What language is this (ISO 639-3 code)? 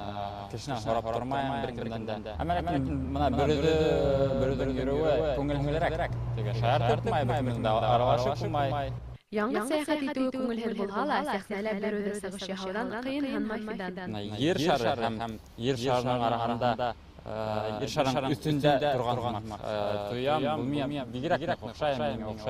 bak